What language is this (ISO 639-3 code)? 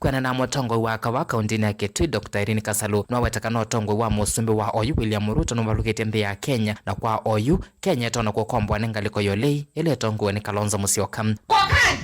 kam